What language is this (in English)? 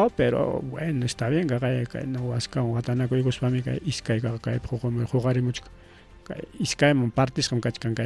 Ayacucho Quechua